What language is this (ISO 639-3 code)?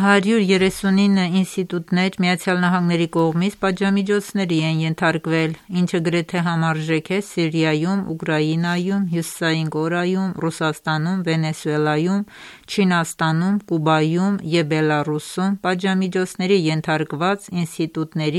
hye